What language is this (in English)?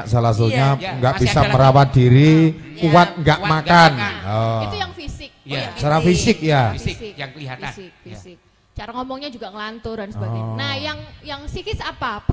Indonesian